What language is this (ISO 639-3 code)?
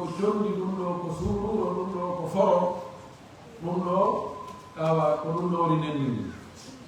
fuf